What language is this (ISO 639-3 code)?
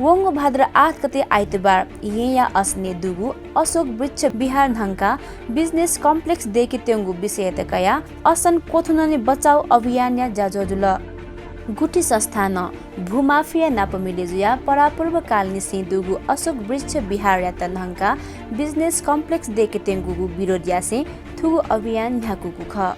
new